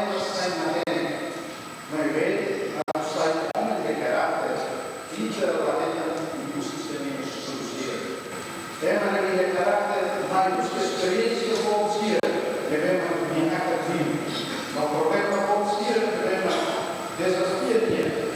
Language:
Tetum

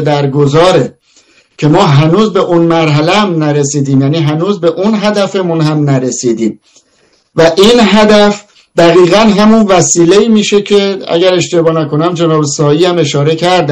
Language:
Persian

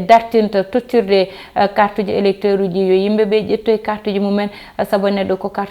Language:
Fula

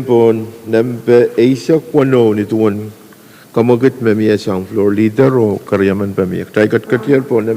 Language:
Pohnpeian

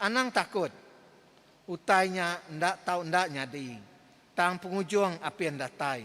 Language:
Iban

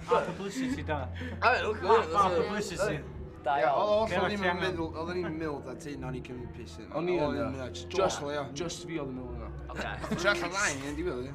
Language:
Welsh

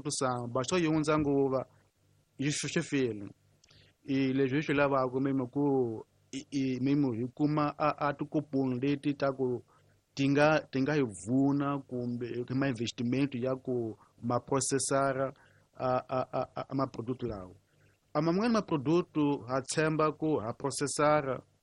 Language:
Tsonga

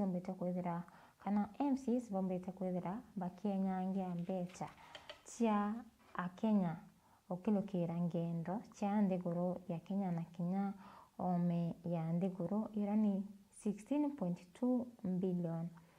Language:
Meru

